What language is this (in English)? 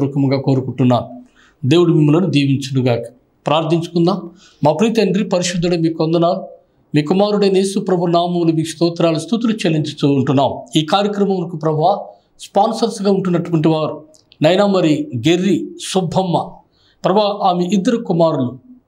Telugu